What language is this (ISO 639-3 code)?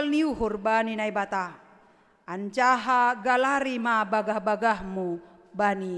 bts